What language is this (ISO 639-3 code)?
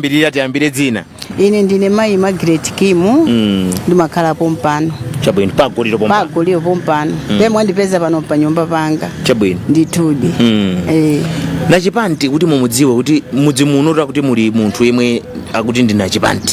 nya